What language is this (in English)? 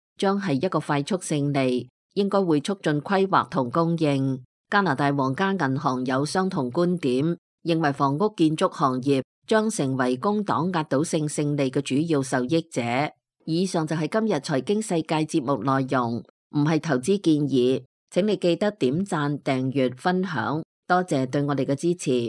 Cantonese